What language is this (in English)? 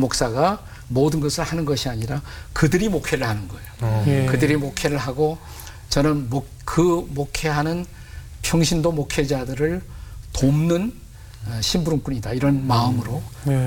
Korean